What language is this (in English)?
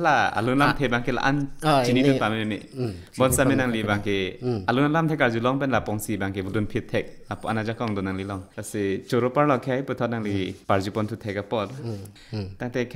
Karbi